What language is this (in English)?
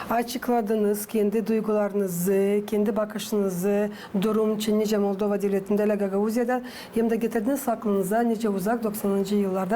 Gagauz